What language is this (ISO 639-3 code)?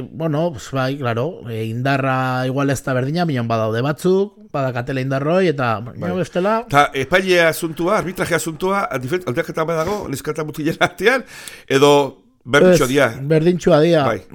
eus